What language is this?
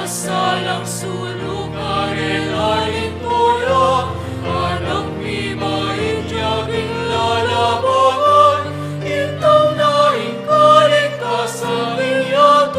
Pampanga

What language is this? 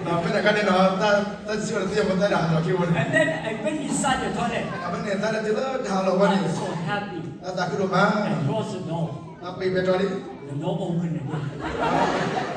S'gaw Karen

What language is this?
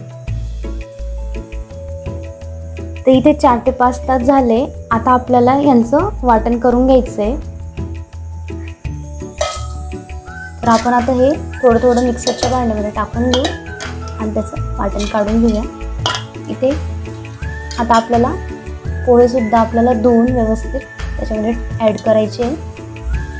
Marathi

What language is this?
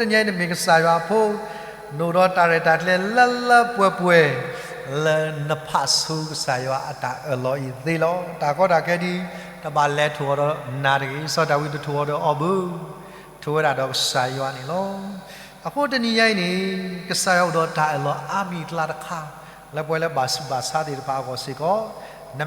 S'gaw Karen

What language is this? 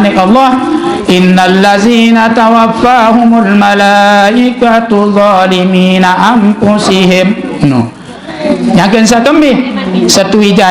Sasak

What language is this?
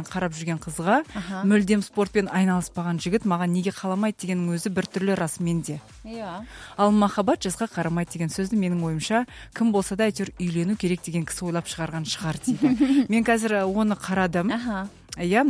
Kazakh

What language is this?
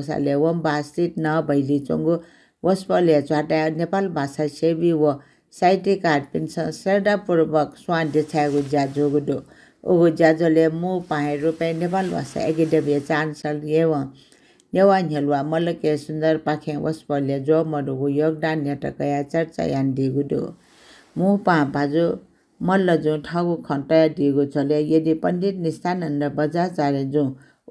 Newari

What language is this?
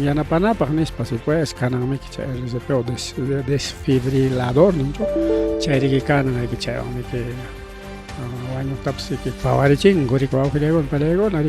Ayacucho Quechua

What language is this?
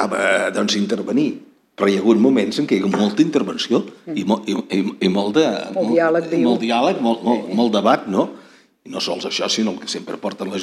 Catalan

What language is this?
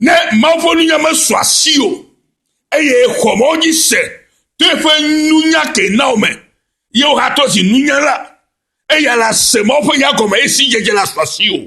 Ewe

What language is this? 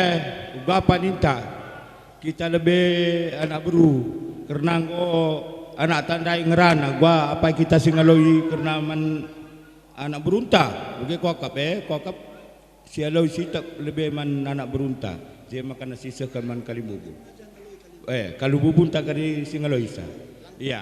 Batak Karo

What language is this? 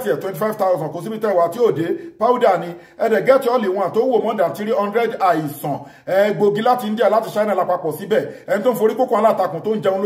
Yoruba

